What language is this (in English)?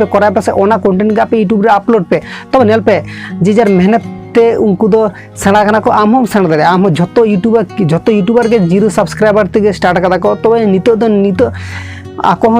Santali